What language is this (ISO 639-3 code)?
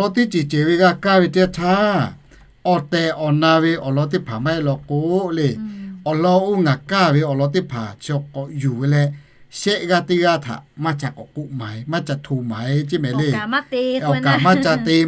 lhu